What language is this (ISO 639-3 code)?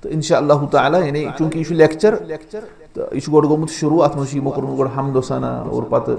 kas